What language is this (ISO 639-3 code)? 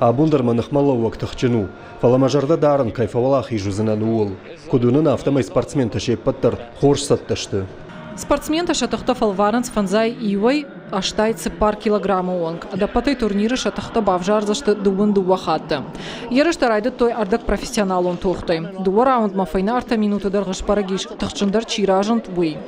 oss